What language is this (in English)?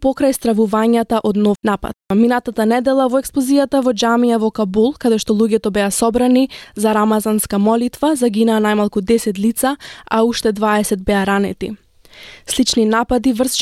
Macedonian